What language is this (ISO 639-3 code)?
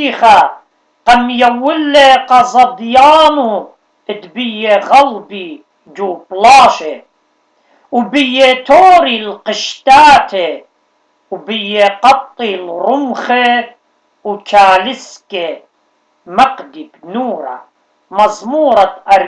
aii